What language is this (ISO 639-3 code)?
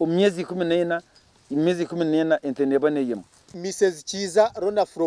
nyn